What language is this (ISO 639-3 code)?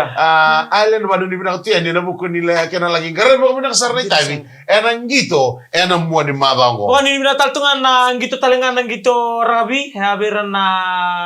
fij